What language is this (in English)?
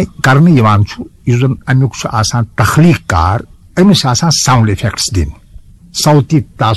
Kashmiri